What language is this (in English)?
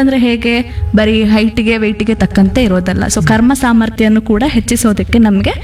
Kannada